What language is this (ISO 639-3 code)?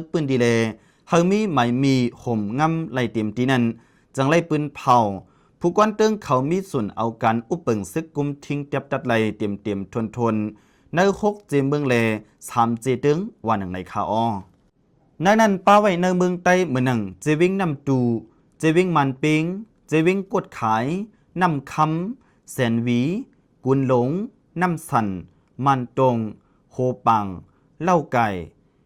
lao